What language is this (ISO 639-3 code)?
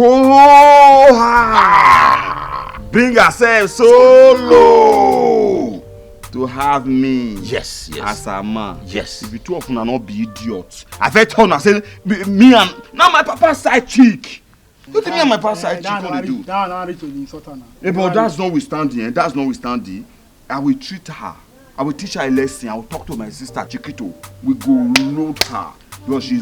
pcm